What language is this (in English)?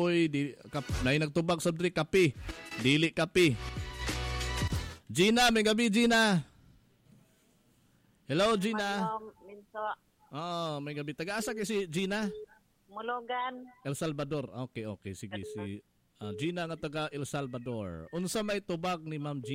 Cebuano